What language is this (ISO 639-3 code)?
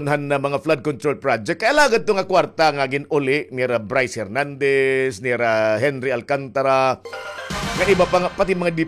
war